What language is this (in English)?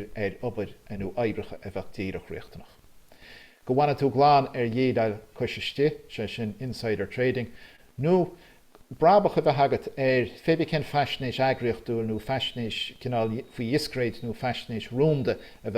Irish